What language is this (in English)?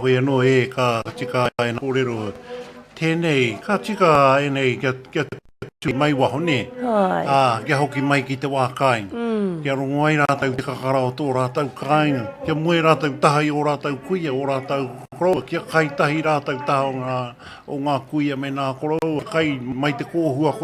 Māori